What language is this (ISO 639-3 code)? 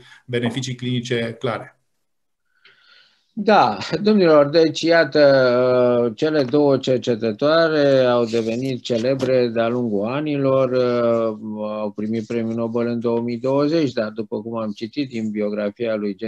ron